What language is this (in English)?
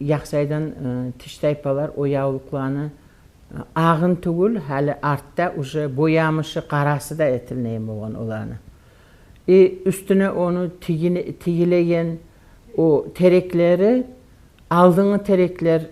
Kumyk